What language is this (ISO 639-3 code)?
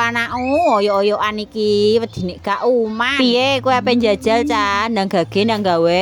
jav